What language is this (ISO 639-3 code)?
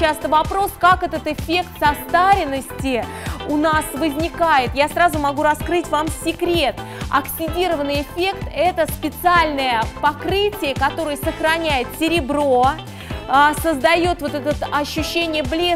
rus